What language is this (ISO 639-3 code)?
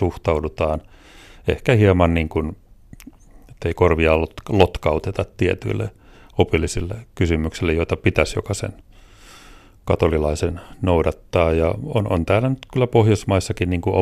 fin